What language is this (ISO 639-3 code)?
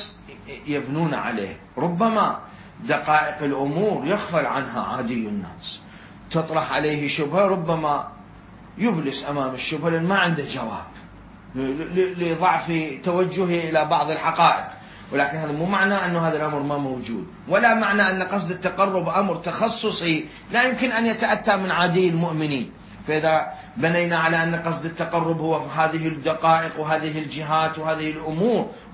acm